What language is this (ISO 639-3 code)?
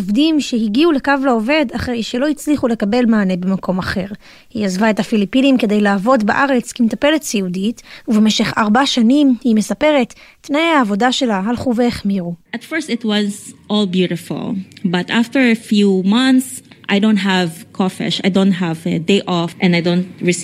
heb